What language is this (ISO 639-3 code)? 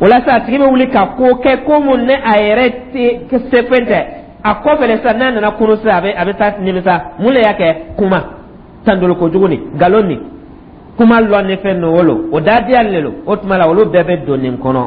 dyu